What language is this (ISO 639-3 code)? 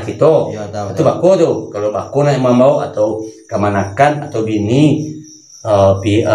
min